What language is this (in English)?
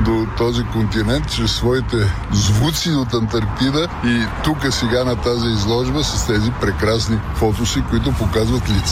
Bulgarian